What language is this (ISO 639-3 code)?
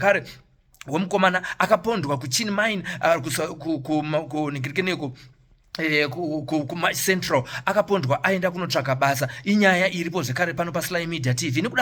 sna